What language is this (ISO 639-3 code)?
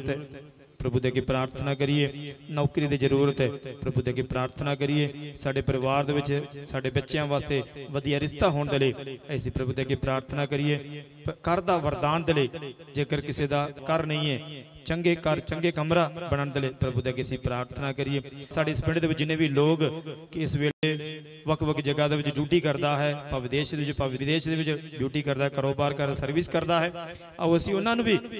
pan